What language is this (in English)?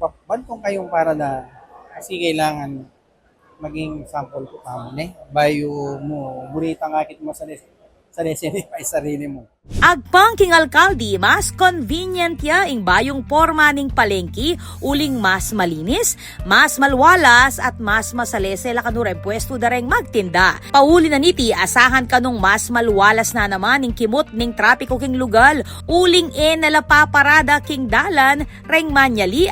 Pampanga